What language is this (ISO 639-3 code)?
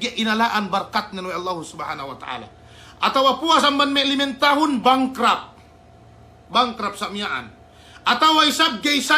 yka